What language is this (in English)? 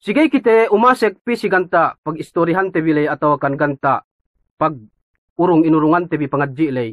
Yakan